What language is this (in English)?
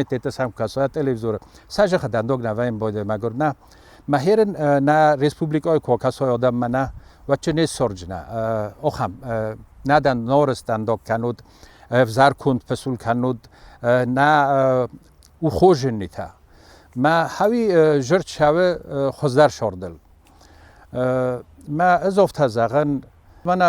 Ossetic